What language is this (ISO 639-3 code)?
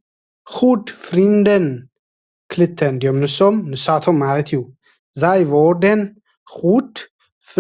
tir